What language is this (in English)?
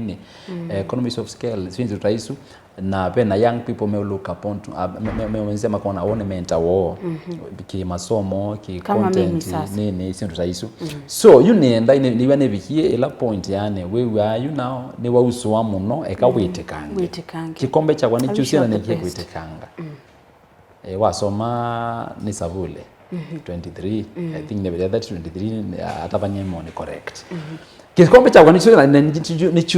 Kamba